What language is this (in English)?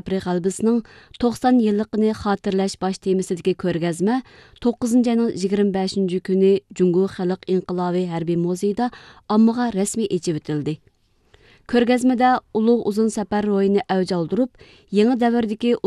Uyghur